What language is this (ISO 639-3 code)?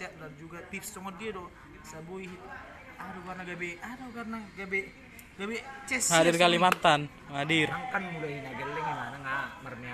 bbc